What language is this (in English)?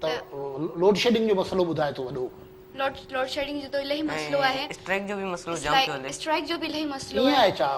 Sindhi